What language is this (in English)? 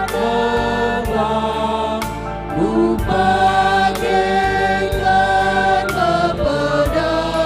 Batak Karo